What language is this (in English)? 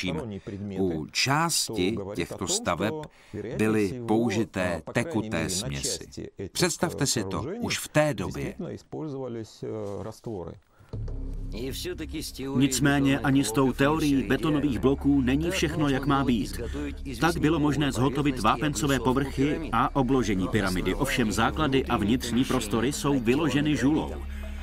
Czech